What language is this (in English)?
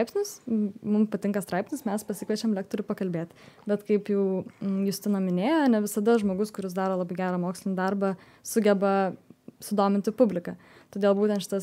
Lithuanian